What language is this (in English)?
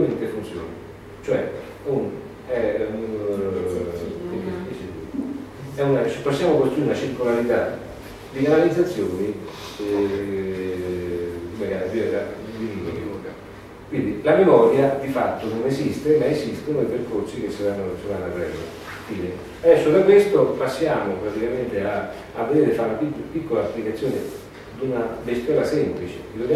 Italian